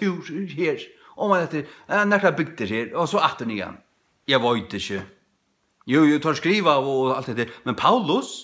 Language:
Faroese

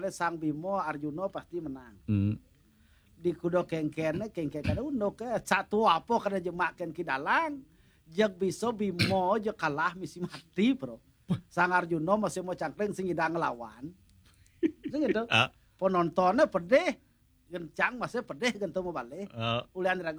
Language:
Balinese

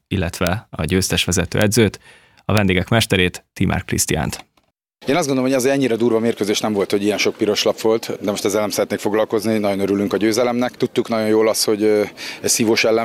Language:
Hungarian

